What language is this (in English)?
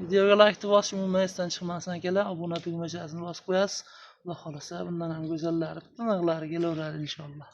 Uzbek